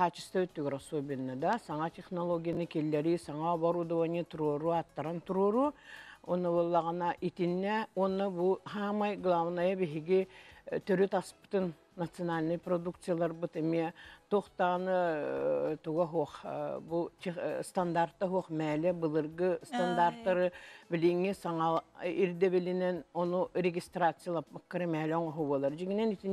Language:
Yakut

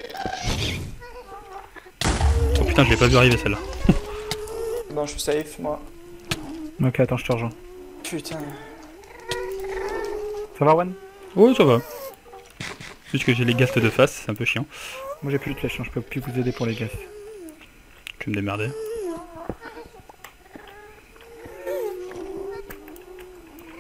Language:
French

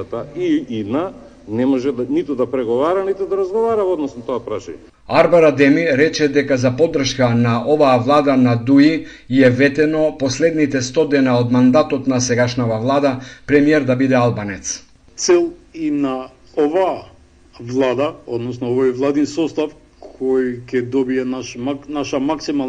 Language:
Macedonian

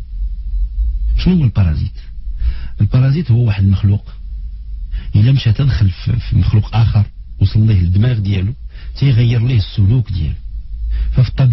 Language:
Moroccan Arabic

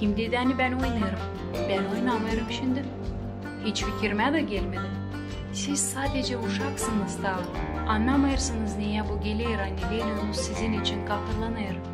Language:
Gagauz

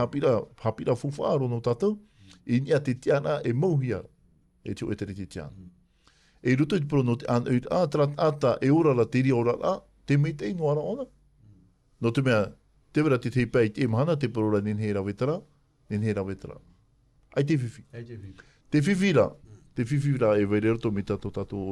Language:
Tahitian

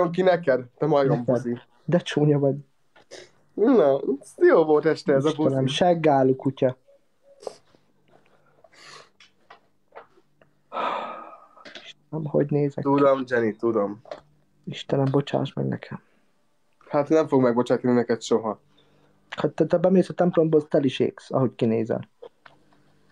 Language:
Hungarian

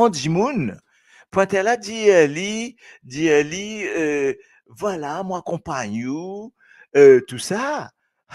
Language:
Morisyen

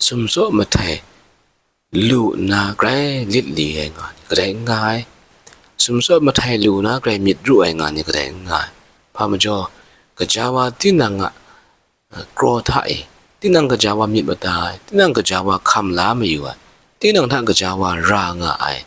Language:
Kachin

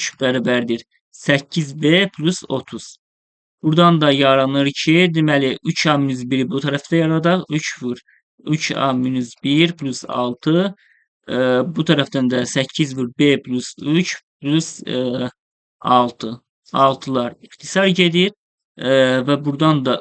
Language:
Azerbaijani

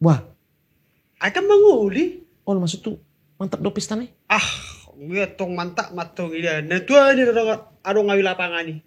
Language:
Batak Toba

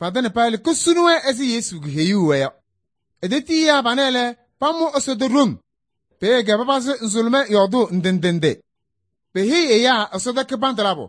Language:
Kabiyè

